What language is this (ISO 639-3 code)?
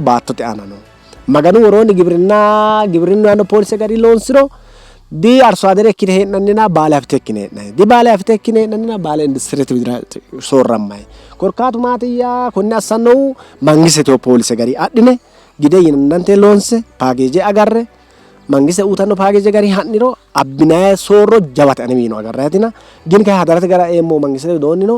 sid